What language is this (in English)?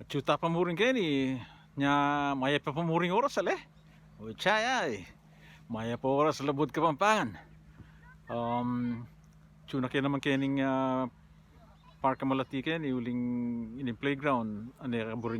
Pampanga